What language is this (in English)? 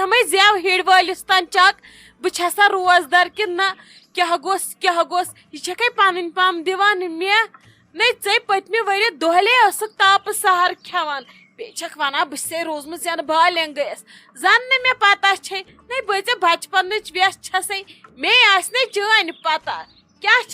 Kashmiri